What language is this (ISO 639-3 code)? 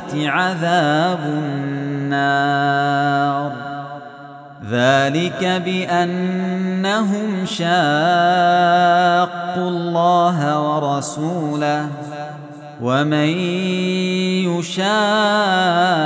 ara